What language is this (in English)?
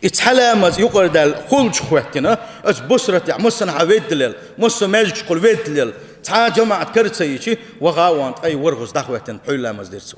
Chechen